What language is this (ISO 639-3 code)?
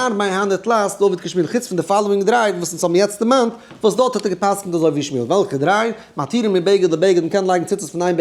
yid